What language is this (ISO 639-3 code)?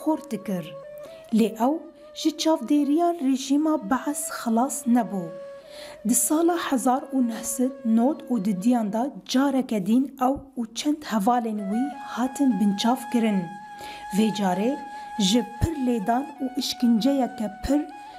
kur